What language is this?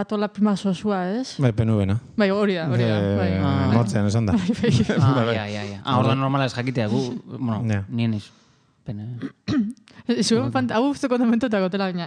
Basque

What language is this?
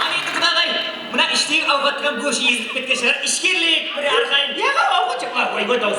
Kara-Kalpak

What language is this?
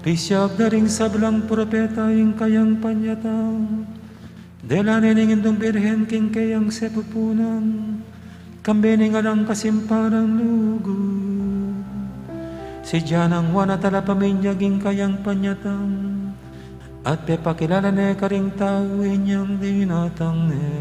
Pampanga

